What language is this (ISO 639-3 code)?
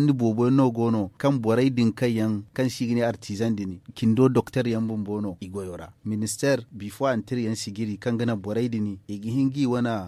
dje